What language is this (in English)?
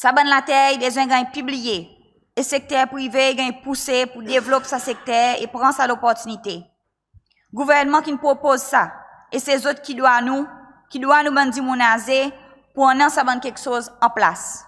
Seselwa Creole French